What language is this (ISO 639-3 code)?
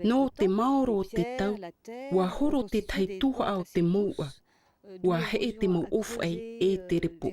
tah